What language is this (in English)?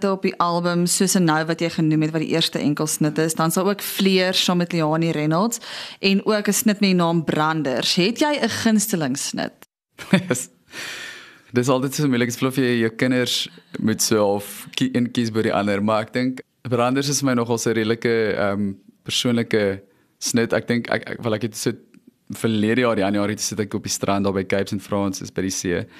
Afrikaans